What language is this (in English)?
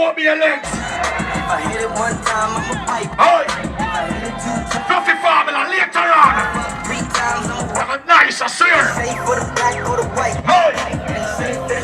Jamaican Creole English